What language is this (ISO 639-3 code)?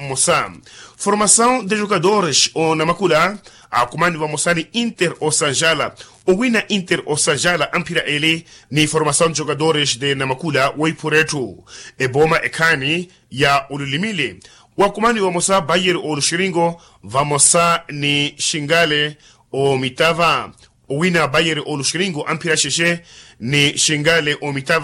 vmw